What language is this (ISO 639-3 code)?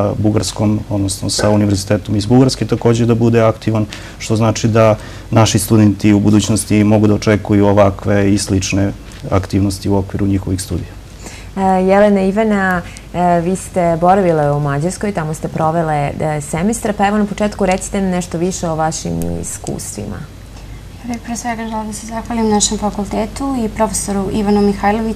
srp